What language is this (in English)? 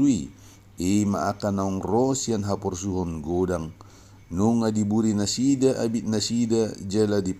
Batak Toba